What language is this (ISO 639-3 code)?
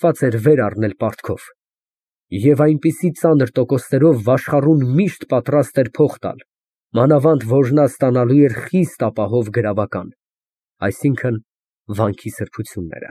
hye